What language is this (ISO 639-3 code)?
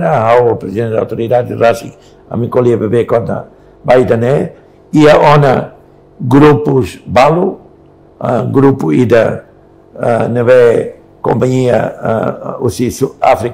tet